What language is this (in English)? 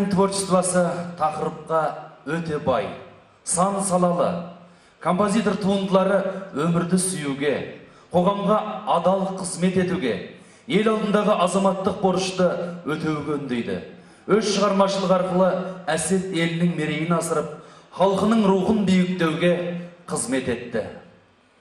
Kazakh